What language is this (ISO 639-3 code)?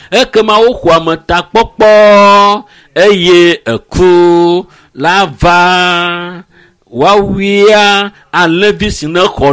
ewe